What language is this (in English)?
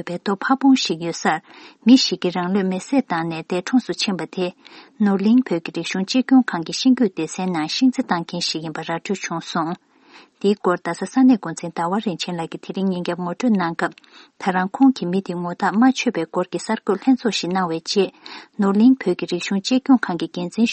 Tibetan